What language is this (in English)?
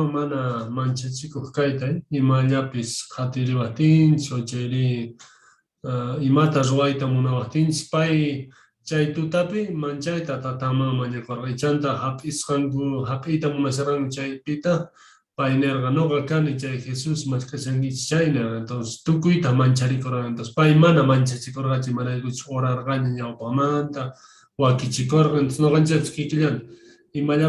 Quechua